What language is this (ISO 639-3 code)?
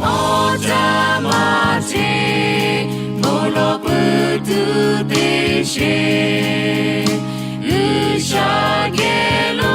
lhu